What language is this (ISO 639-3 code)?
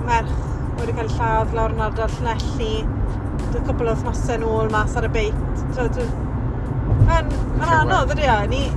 cym